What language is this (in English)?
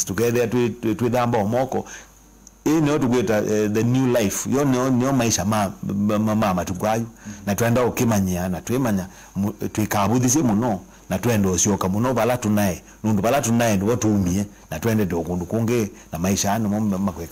Kamba